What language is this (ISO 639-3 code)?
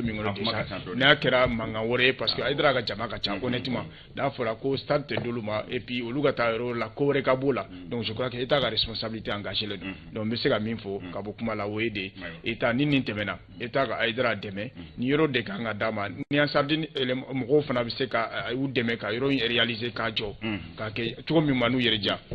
bam